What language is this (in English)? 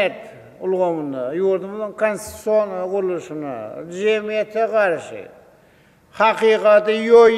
Turkmen